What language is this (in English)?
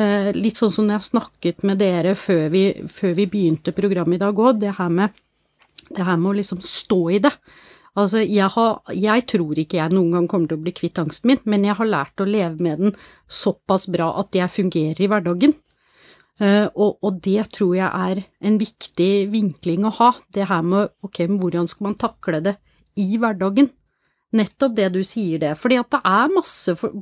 Norwegian